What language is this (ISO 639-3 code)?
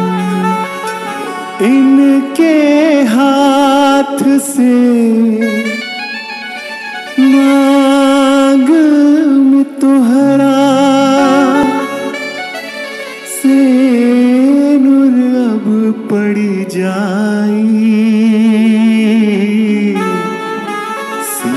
bho